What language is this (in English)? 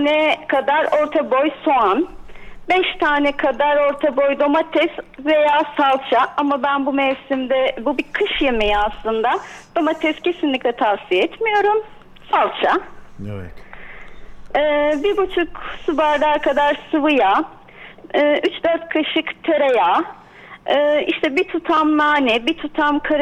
Turkish